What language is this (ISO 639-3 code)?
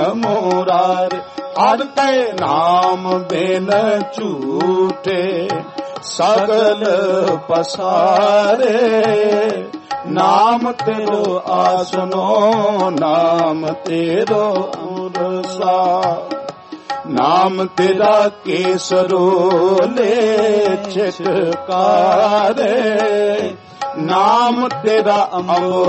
pan